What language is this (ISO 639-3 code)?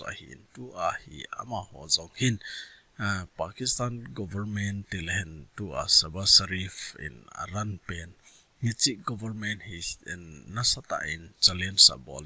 tcz